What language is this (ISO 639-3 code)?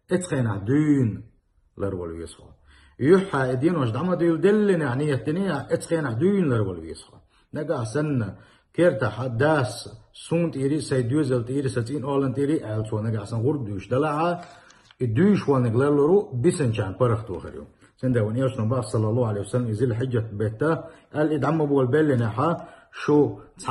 che